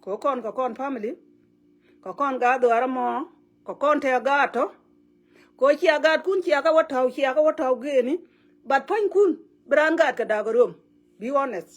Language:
Nuer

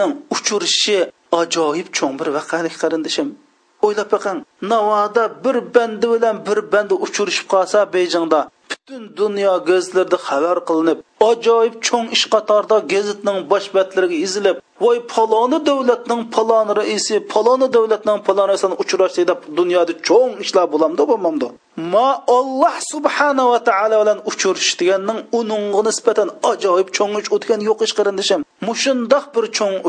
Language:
Uyghur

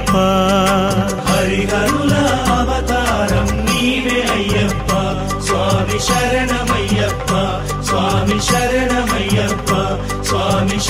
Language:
Telugu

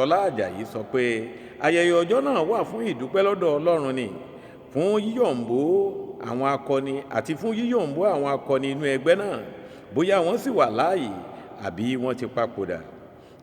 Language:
Yoruba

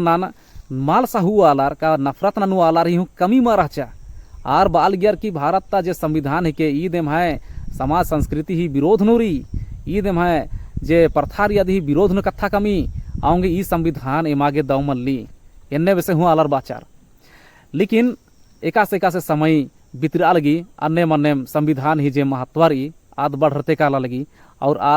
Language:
Kurukh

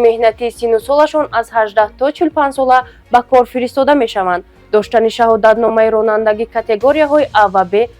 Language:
Tajik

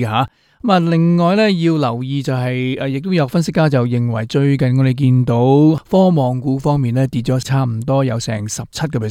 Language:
Cantonese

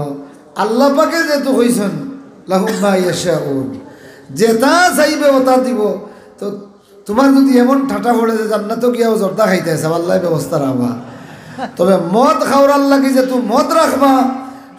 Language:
Sylheti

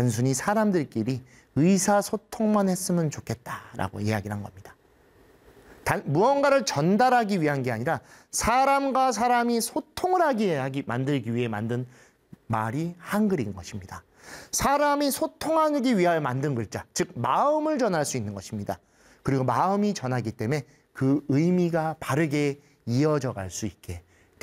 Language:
Korean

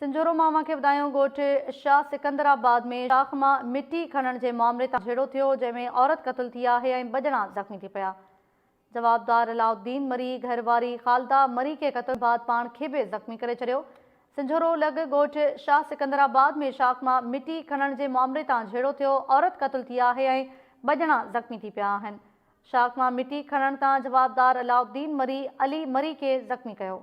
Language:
Sindhi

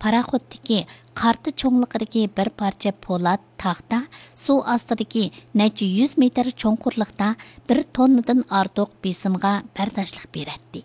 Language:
Uyghur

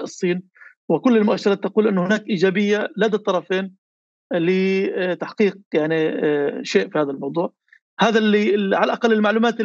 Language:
North Levantine Arabic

